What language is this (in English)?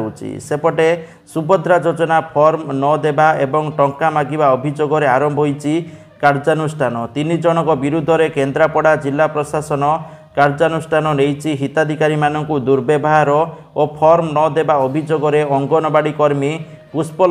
Odia